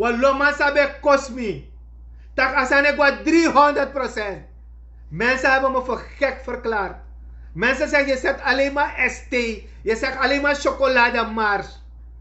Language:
Sranan Tongo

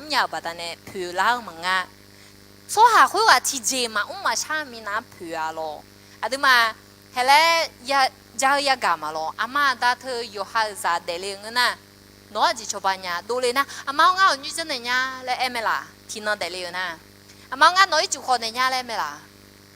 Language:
Akha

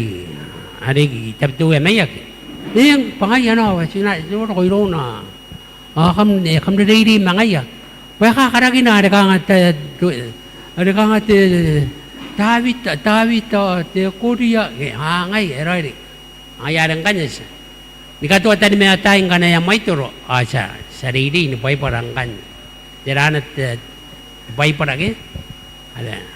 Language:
Gilbertese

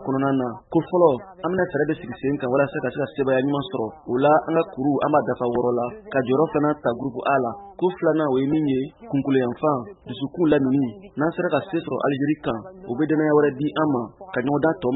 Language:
Bambara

